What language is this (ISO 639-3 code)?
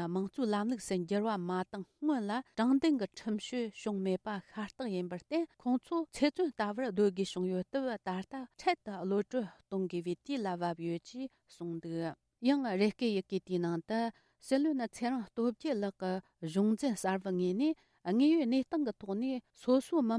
bod